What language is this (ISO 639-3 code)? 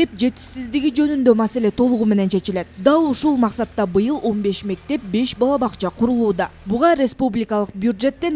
kir